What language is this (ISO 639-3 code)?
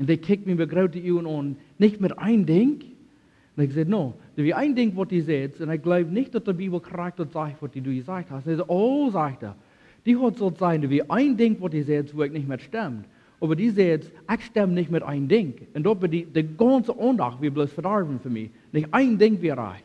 pdt